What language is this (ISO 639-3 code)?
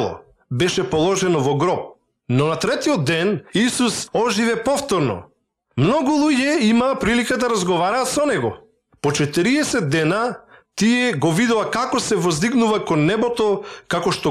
mkd